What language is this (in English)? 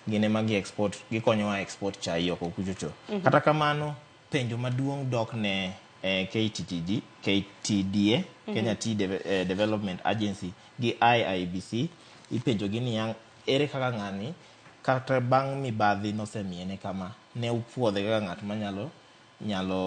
Luo (Kenya and Tanzania)